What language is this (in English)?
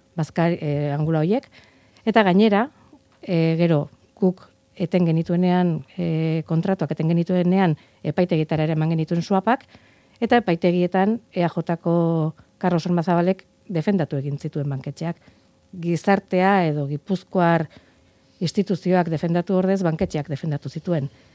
Basque